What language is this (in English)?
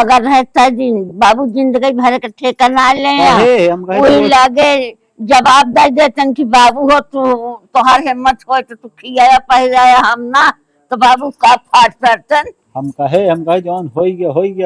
Awadhi